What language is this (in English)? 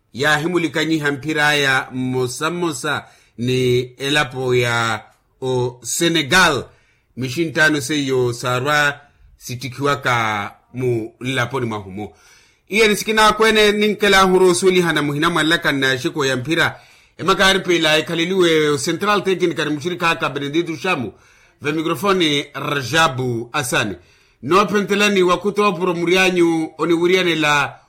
Makhuwa